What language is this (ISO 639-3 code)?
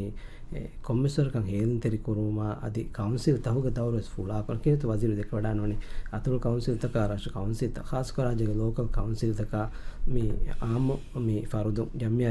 div